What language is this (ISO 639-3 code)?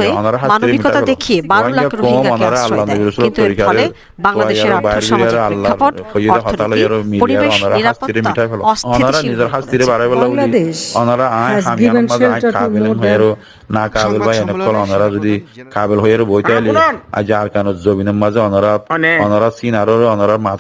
rhg